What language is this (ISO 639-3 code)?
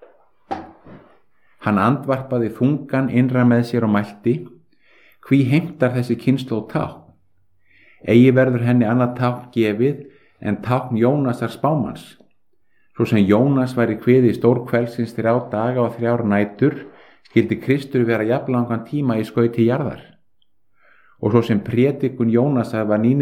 isl